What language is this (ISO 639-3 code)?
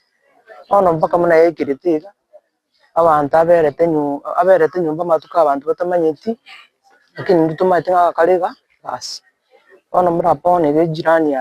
guz